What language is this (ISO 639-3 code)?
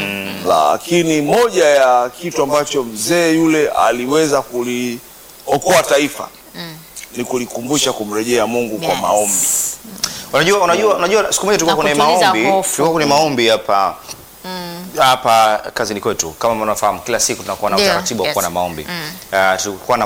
swa